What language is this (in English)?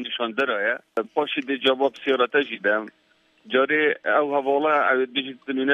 Kurdish